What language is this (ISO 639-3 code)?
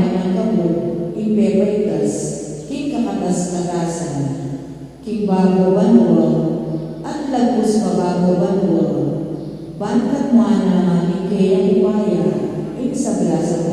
pam